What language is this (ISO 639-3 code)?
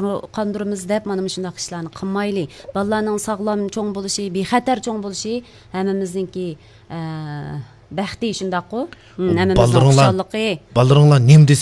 uig